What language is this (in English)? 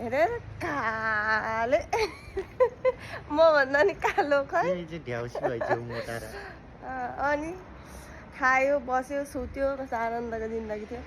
Nepali